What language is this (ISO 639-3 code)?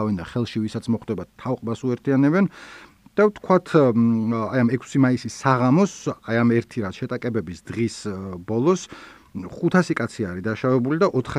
kat